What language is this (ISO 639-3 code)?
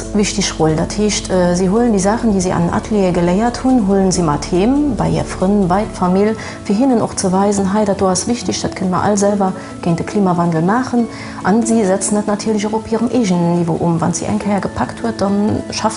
ltz